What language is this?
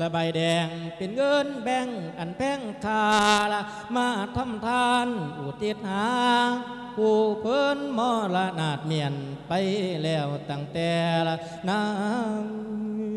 Lao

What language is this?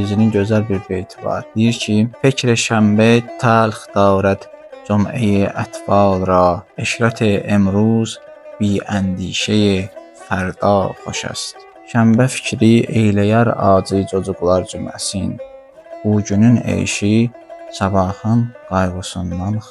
Azerbaijani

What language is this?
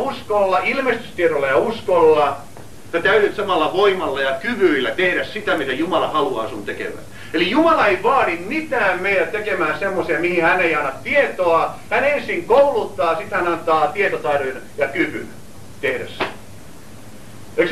Finnish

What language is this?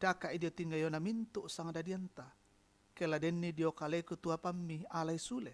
Toraja-Sa'dan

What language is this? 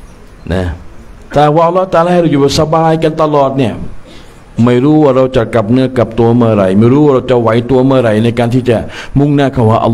Thai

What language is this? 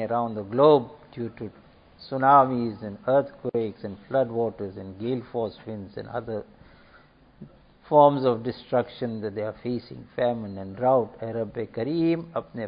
English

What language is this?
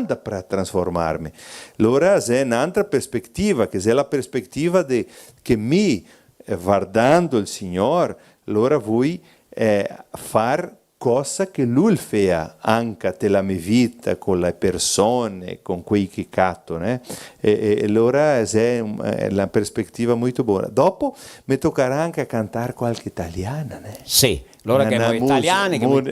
Venetian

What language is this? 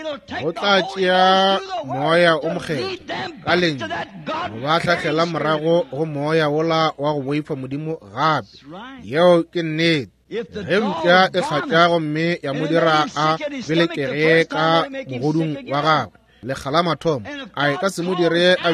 Northern Sotho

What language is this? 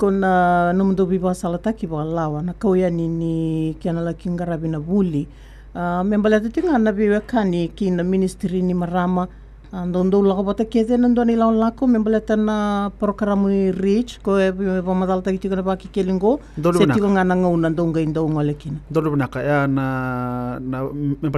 Fijian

